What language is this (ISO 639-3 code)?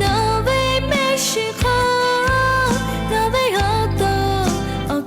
lhu